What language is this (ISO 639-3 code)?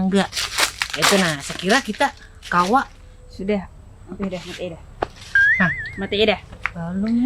bjn